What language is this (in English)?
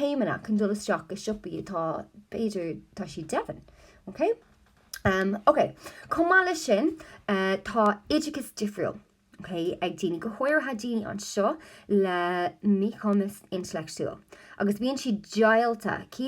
Irish